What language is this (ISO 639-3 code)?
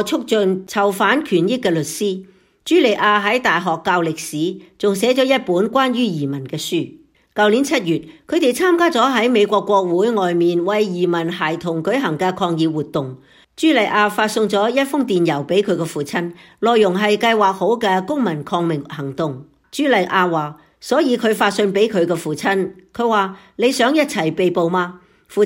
yue